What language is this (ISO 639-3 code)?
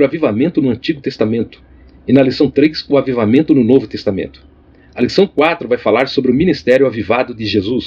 por